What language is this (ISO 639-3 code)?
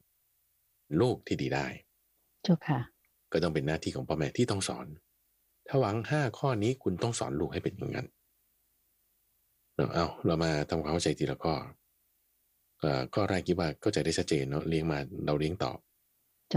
tha